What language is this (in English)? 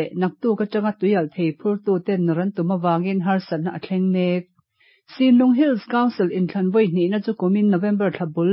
Mizo